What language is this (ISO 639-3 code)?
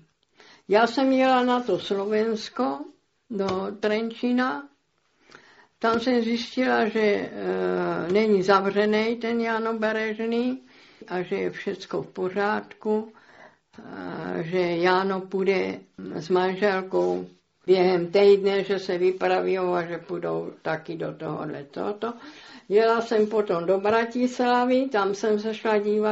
ces